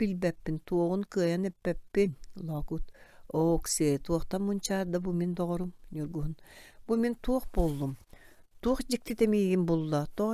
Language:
Yakut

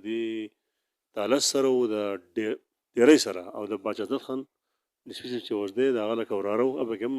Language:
Pashto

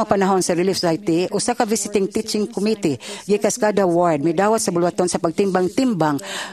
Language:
Cebuano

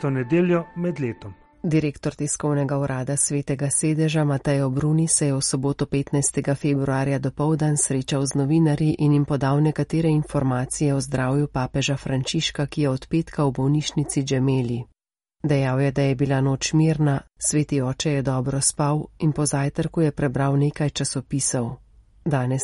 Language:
Slovenian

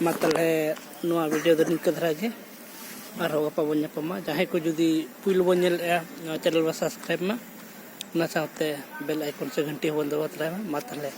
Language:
Santali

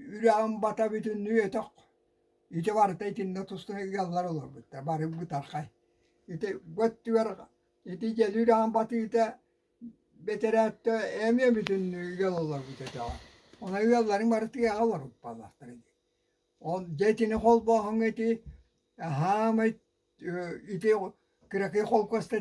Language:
Yakut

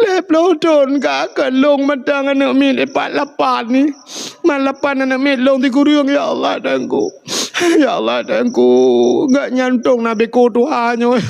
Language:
Achinese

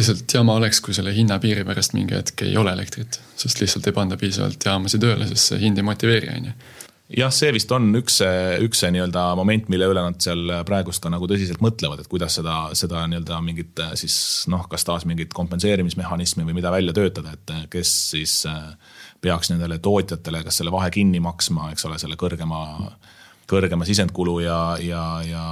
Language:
Estonian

